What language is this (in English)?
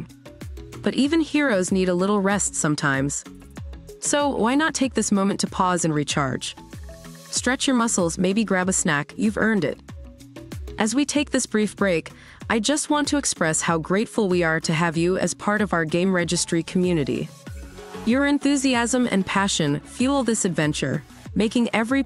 English